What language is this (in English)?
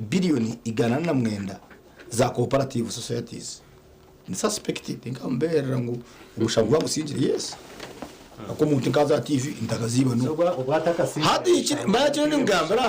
Nyankole